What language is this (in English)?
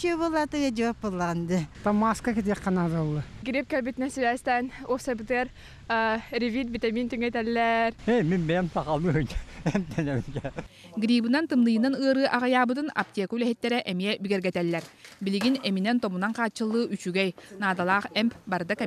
Yakut